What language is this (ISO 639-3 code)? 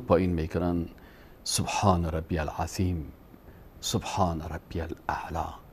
fas